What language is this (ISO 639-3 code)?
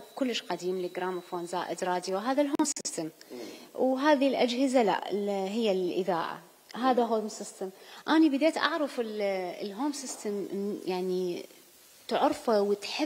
acm